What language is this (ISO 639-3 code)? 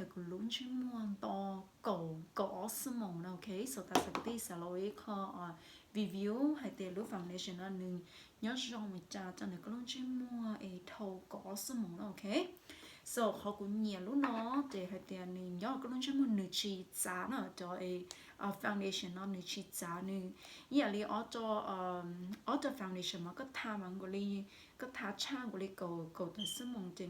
hmn